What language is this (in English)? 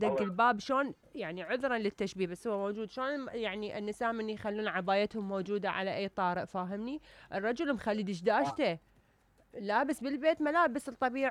Mesopotamian Arabic